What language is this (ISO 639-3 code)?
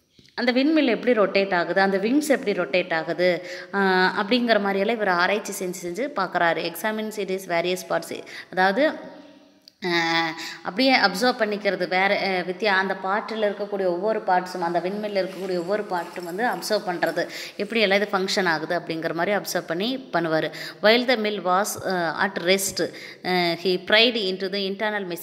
tam